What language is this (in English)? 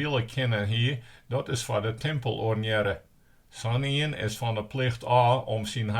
Western Frisian